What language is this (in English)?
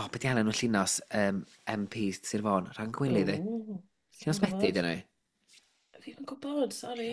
Welsh